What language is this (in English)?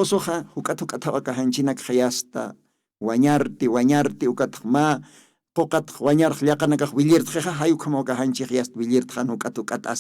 Aymara